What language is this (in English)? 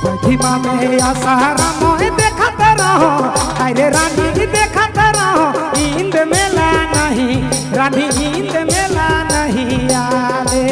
Sadri